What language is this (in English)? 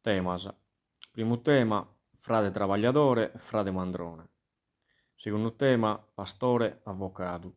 Sardinian